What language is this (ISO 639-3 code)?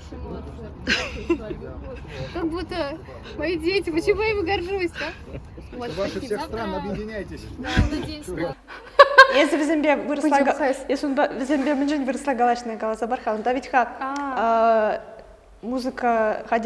chv